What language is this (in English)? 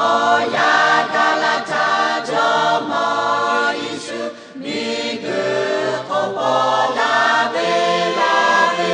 Lahu